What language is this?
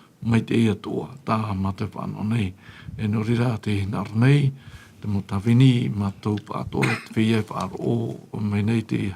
Tahitian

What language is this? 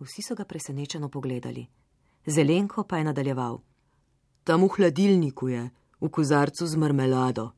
Slovenian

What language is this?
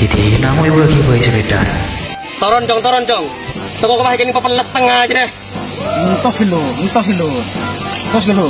Madurese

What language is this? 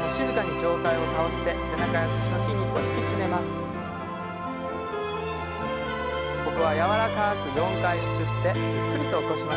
Japanese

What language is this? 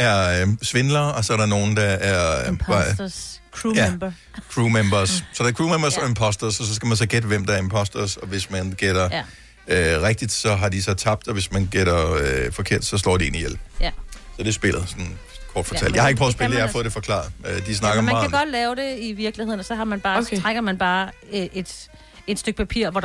Danish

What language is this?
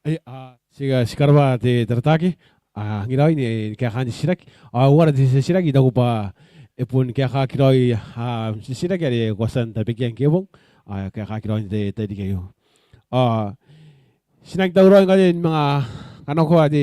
Gilbertese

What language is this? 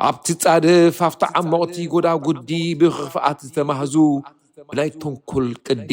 Tigrinya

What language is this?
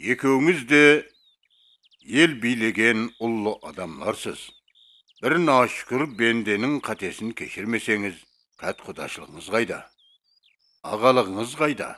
Kara-Kalpak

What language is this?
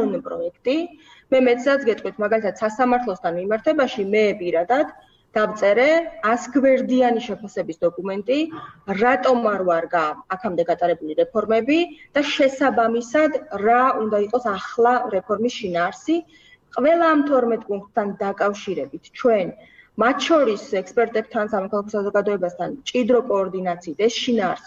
Georgian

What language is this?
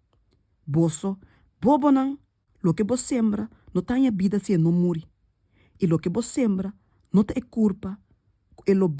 Papiamento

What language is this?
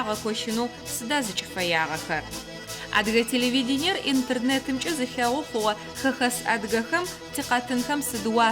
Adyghe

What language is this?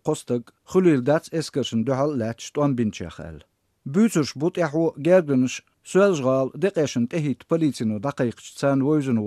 Chechen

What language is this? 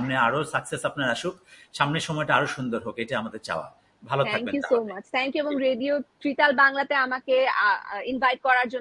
Bangla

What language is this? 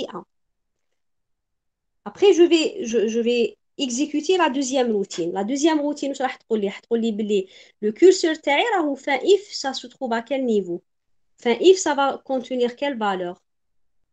French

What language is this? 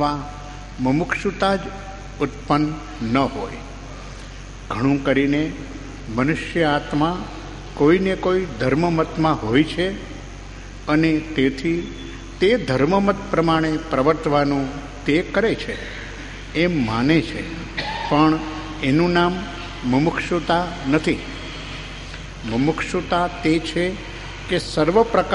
Gujarati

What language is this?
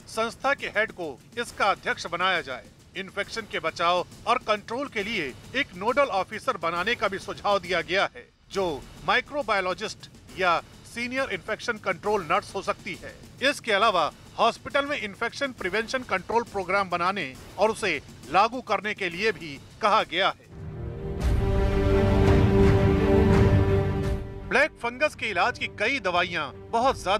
Hindi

